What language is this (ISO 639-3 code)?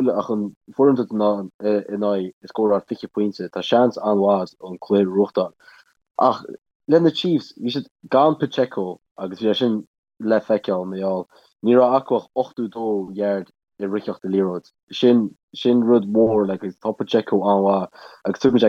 gle